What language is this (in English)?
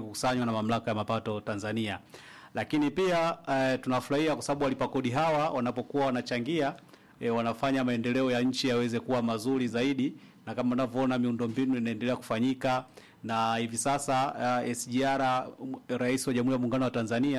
Swahili